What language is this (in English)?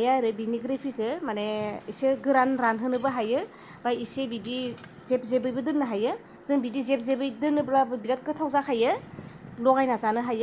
Bodo